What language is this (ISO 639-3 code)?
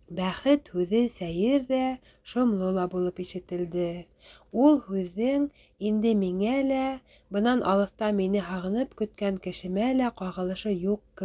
bak